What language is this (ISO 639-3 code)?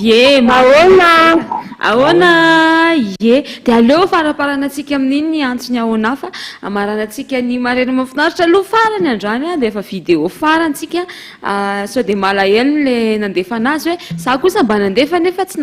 mlg